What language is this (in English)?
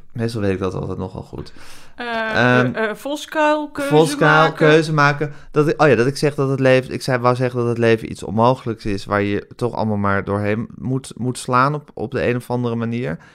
Dutch